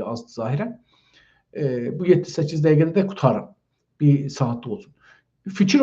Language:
South Azerbaijani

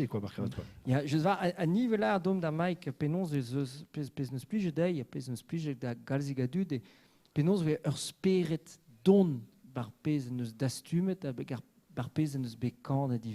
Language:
Breton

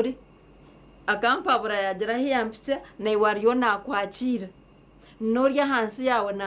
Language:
Nyankole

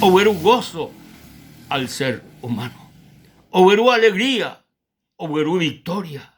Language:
Guarani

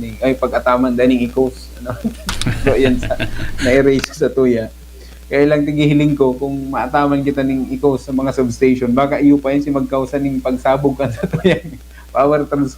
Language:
Bikol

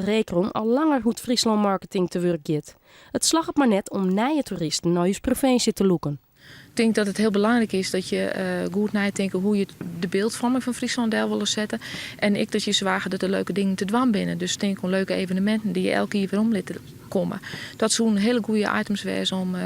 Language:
Western Frisian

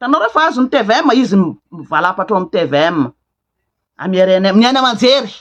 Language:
Malagasy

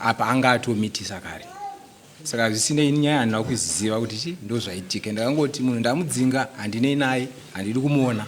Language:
Shona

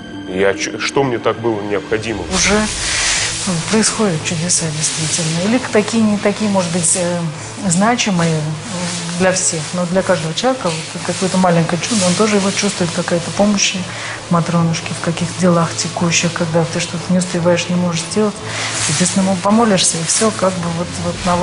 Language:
Russian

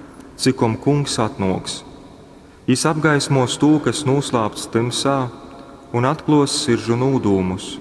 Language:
Latgalian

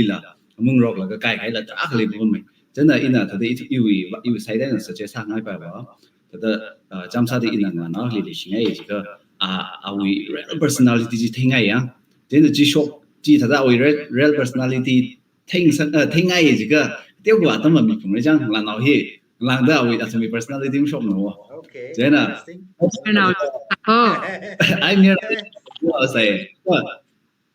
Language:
Tangkhul Naga (India)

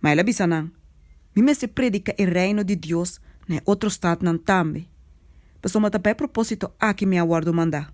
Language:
Papiamento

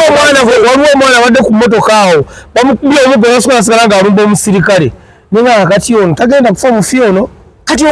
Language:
Ganda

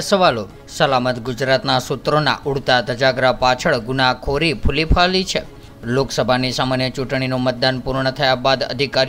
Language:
Gujarati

